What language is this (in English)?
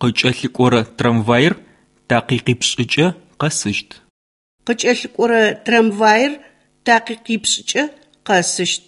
Adyghe